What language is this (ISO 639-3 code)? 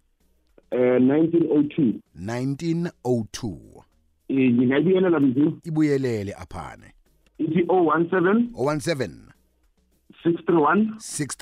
nbl